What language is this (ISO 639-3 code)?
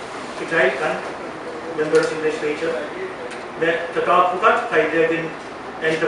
pon